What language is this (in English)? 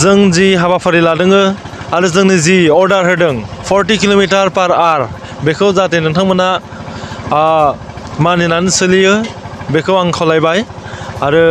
Bodo